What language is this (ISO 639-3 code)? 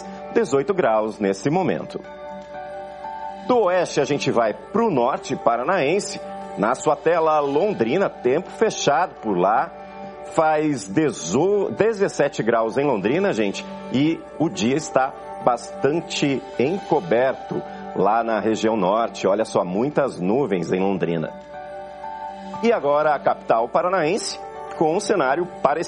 por